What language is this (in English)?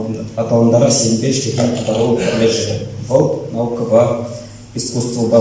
Chuvash